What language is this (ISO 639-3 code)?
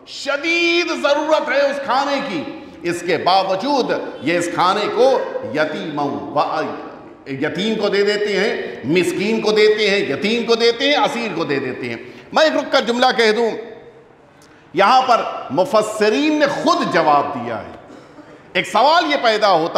urd